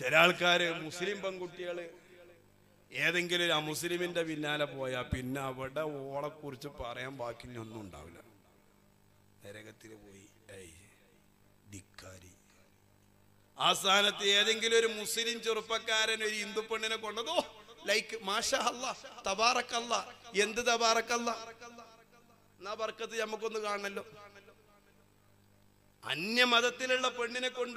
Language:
Malayalam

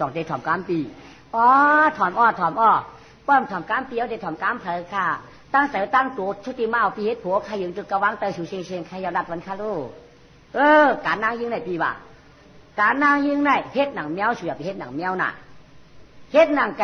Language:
Shan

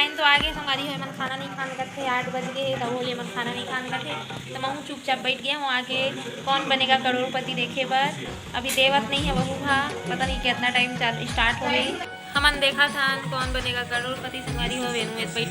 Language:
Chhattisgarhi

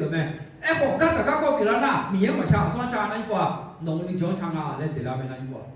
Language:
Akha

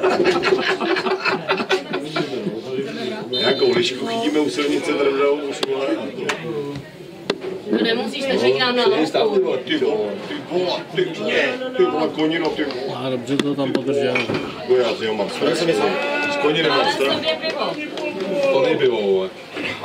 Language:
Czech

